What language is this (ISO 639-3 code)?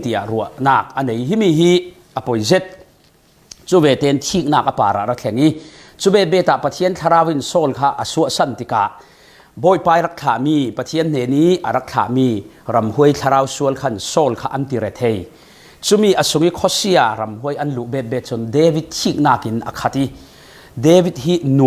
cfm